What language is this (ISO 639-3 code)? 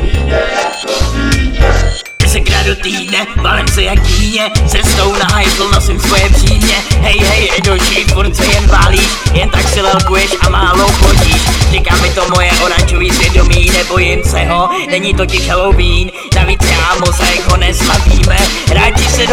ces